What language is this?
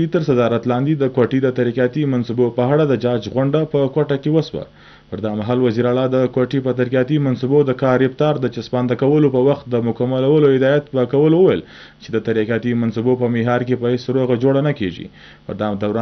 Pashto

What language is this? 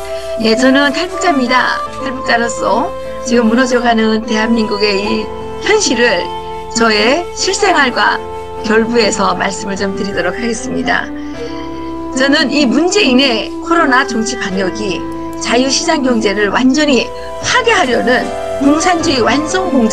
Korean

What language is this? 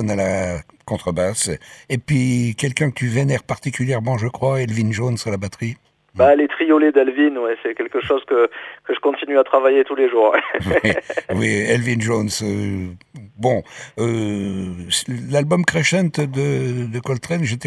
French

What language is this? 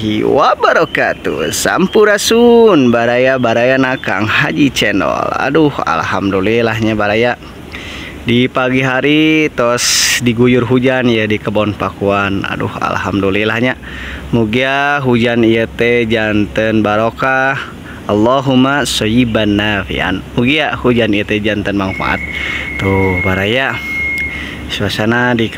Sundanese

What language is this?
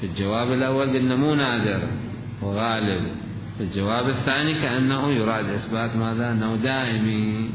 Mesopotamian Arabic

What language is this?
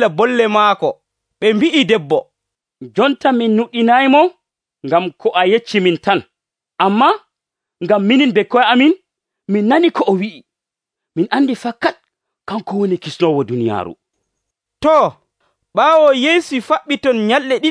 Nigerian Fulfulde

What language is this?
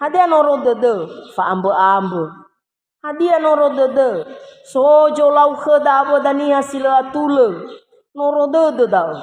Nias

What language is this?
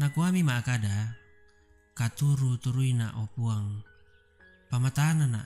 Toraja-Sa'dan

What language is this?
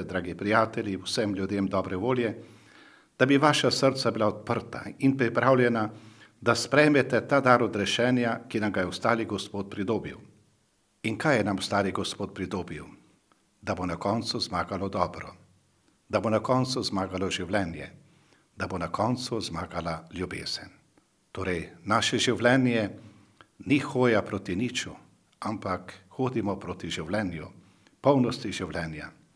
Slovenian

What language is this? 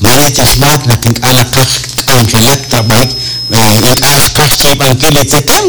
Kekchí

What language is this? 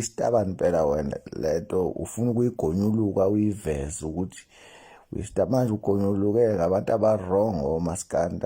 Zulu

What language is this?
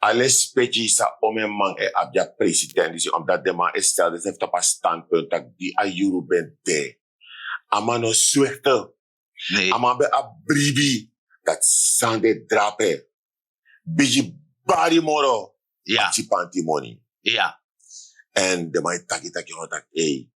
Sranan Tongo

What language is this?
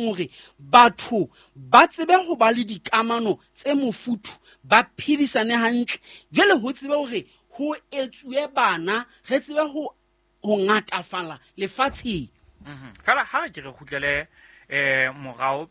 Southern Sotho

